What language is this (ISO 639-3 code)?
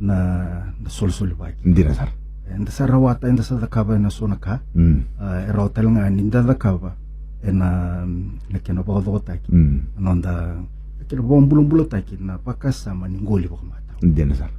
fij